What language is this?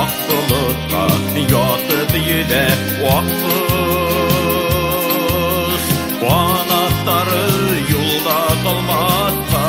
Bashkir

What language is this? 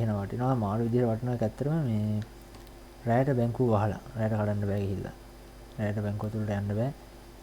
Sinhala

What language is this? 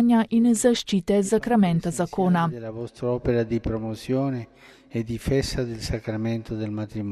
Slovenian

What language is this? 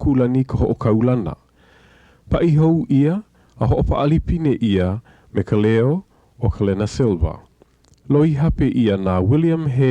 Hawaiian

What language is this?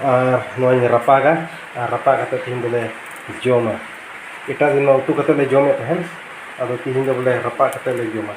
Santali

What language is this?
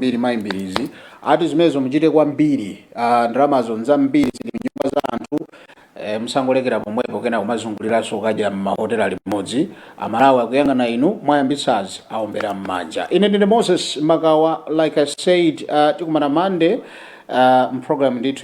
Nyanja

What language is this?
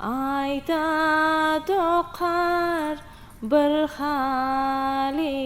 Turkmen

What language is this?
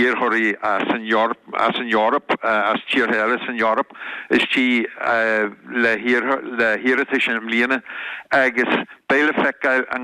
Irish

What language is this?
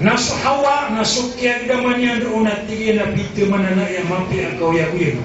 Maranao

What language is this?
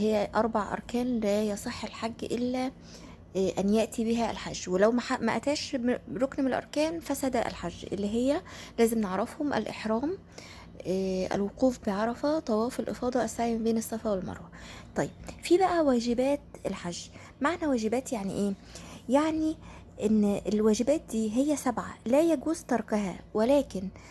Egyptian Arabic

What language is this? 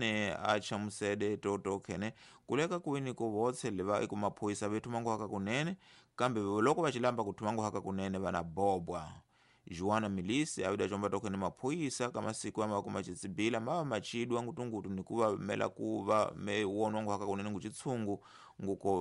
Tsonga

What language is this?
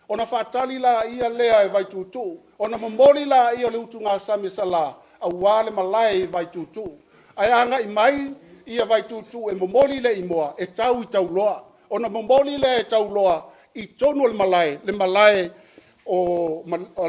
Samoan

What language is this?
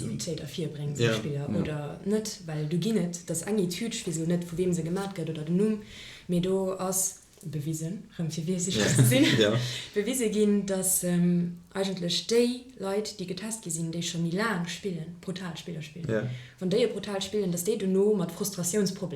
Luxembourgish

